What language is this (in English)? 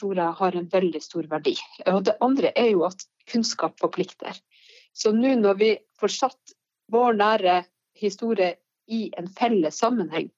Norwegian